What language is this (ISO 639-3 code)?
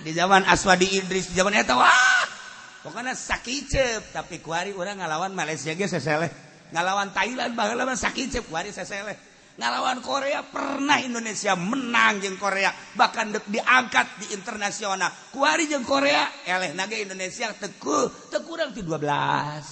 sun